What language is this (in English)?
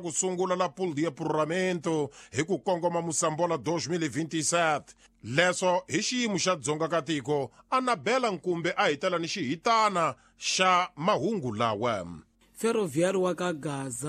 Tsonga